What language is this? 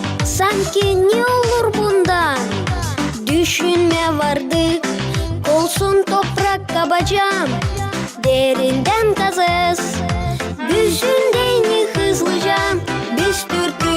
Gagauz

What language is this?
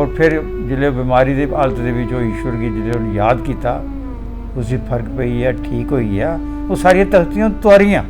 Dogri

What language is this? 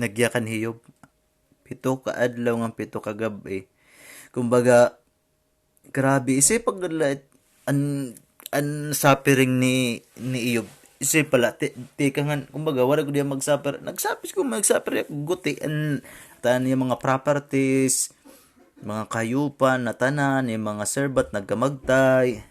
Waray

